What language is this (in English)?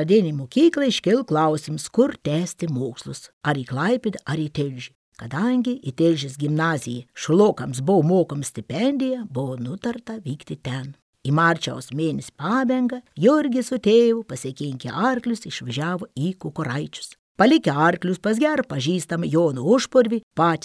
Lithuanian